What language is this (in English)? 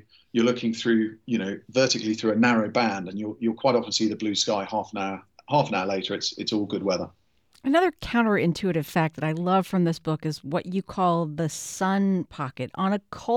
English